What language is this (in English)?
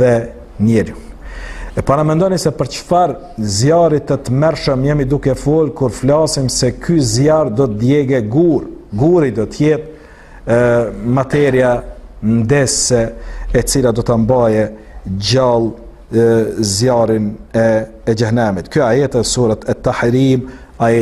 Albanian